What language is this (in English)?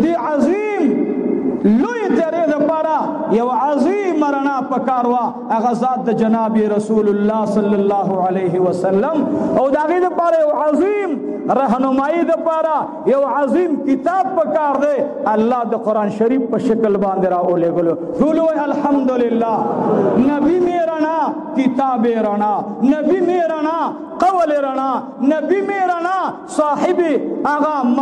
Pashto